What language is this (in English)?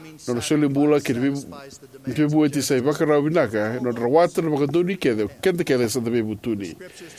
Fijian